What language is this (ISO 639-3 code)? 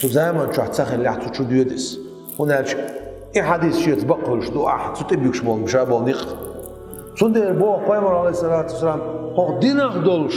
che